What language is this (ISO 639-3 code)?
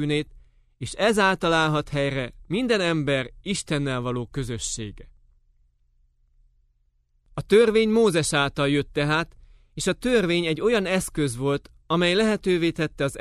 hun